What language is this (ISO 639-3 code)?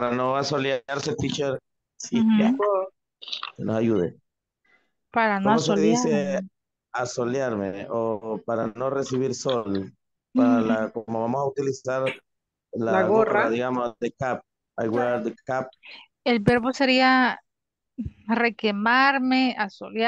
spa